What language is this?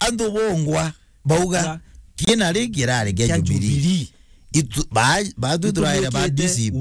Meru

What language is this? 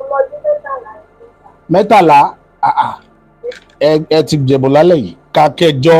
Yoruba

